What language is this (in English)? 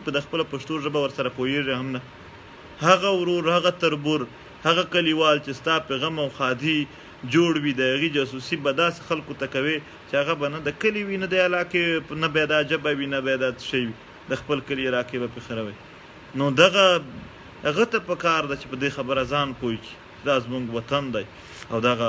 Pashto